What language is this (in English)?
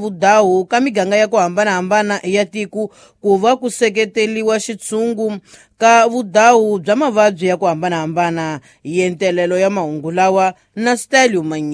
Tsonga